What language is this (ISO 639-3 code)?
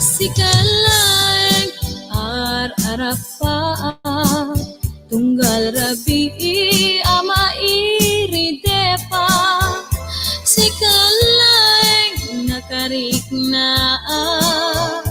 ilo